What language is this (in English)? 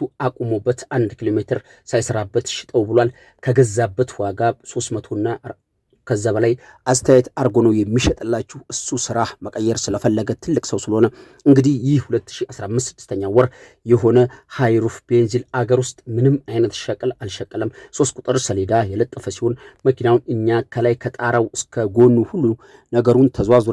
Amharic